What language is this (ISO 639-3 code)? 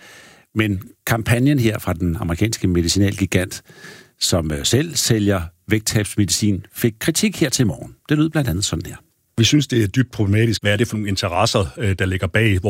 dan